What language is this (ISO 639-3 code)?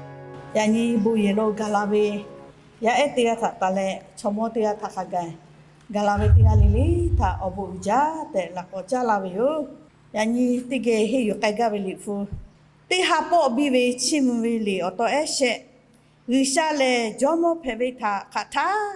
lhu